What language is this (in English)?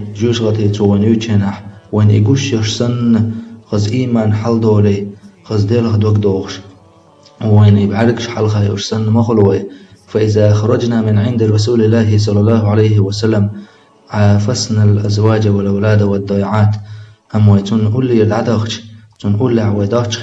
Chechen